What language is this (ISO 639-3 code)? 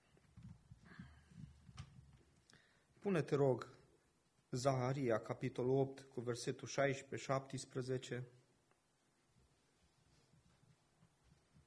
ron